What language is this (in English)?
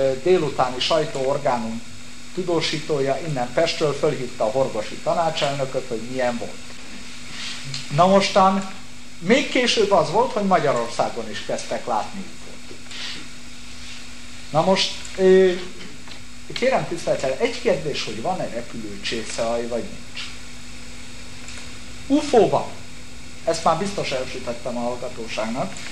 Hungarian